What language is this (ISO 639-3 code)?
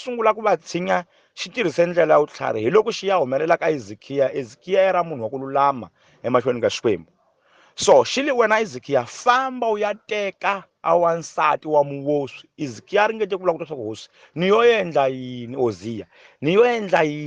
tso